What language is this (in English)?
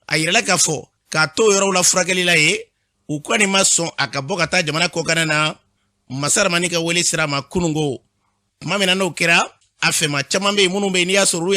Bambara